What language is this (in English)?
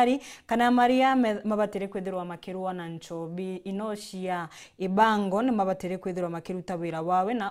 Meru